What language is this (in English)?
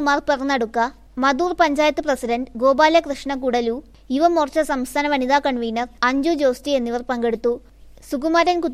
Malayalam